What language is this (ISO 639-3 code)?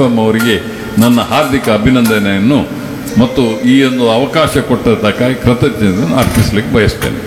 kan